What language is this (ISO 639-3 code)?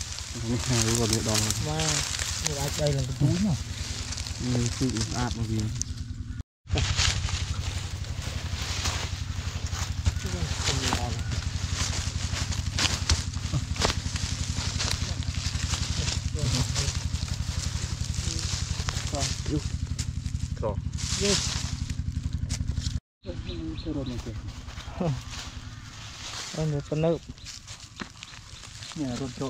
vie